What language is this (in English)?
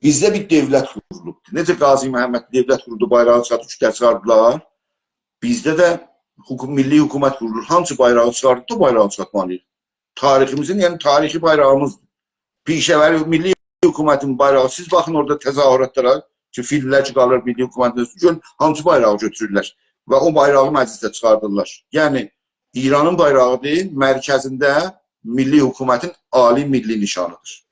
South Azerbaijani